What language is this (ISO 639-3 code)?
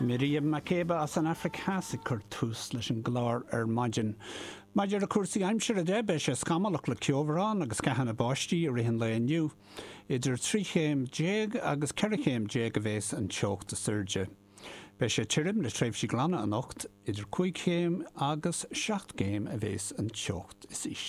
gle